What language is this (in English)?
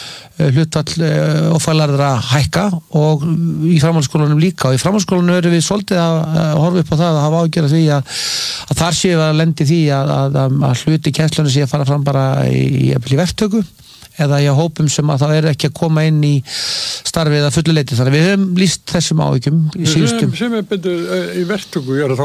Icelandic